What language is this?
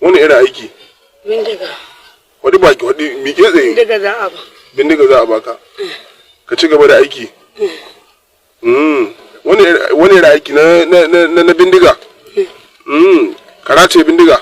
Hausa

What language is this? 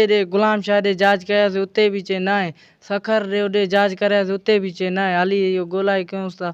Sindhi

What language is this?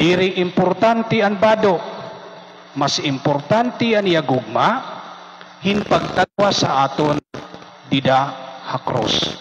Waray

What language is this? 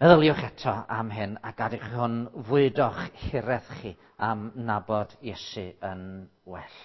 Welsh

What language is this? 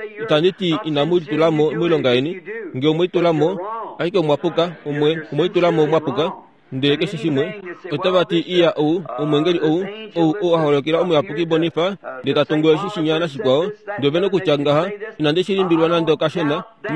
Kuanyama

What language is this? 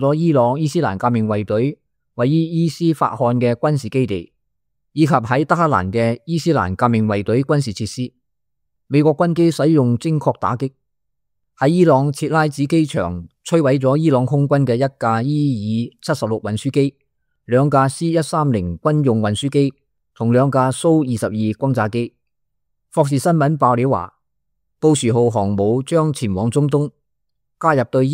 Cantonese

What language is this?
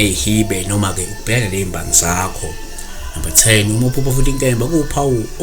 Zulu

